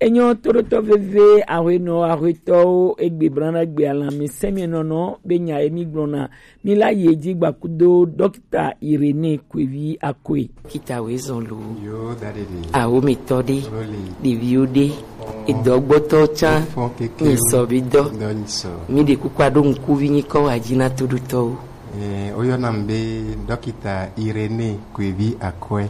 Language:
Gen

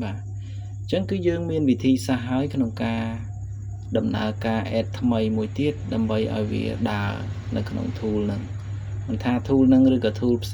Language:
Khmer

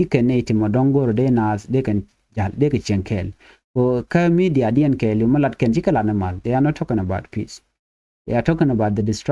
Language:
Nuer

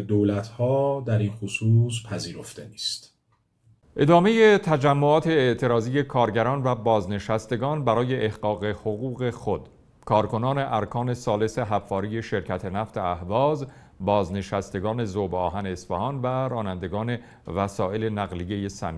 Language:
Persian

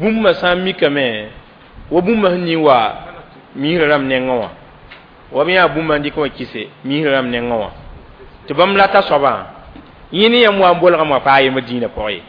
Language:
Mossi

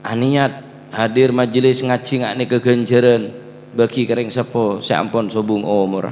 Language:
Madurese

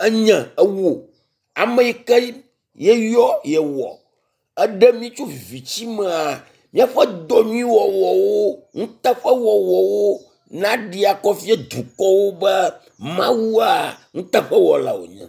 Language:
Ewe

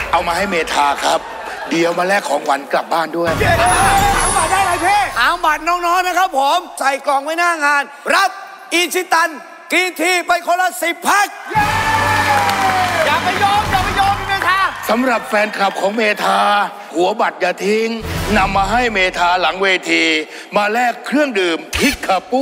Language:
Thai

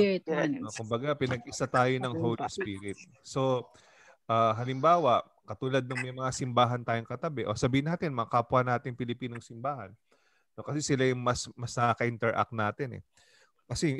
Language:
Filipino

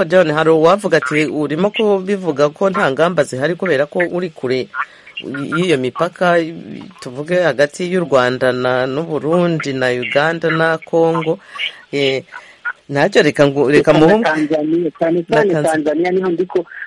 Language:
Kinyarwanda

